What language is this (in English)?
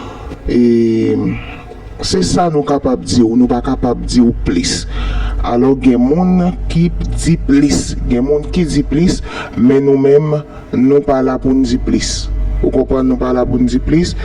Haitian Creole